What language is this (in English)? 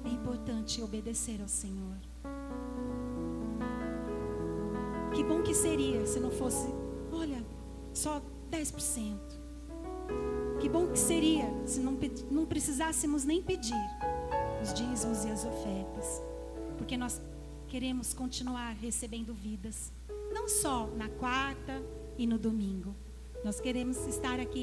Portuguese